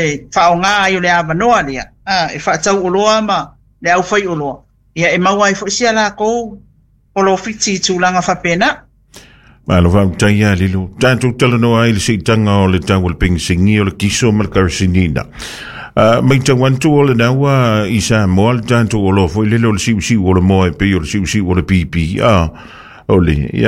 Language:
Samoan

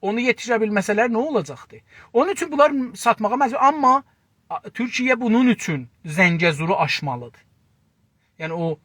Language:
South Azerbaijani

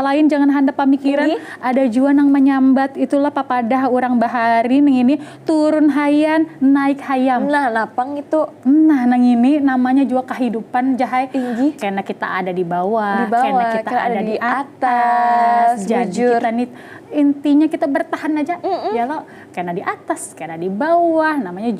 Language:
Banjar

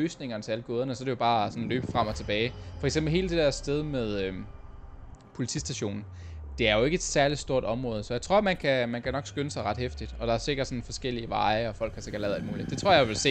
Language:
Danish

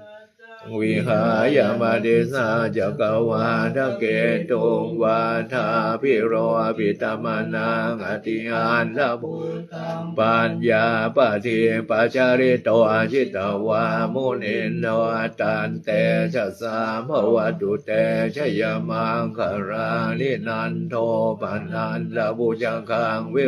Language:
Pali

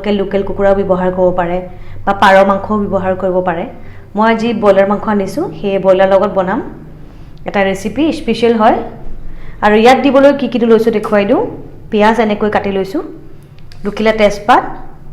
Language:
Assamese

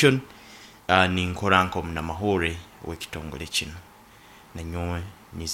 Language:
Nyankole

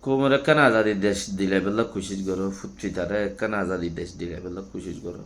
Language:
Rohingya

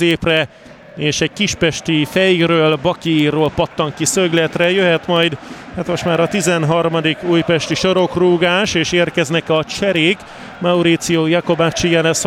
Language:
Hungarian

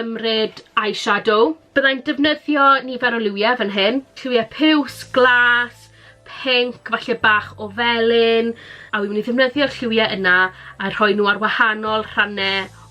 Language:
Welsh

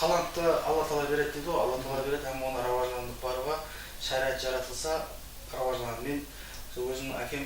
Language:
Kara-Kalpak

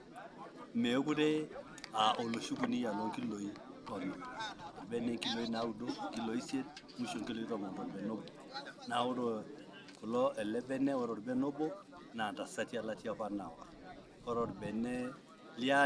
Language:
Masai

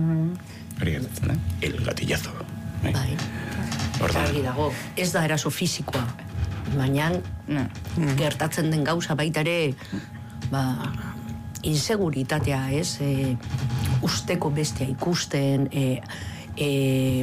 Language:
Basque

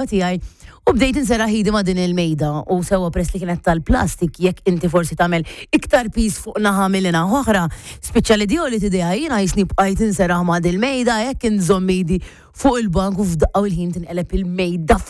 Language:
Maltese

